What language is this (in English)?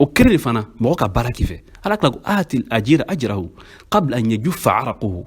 Bambara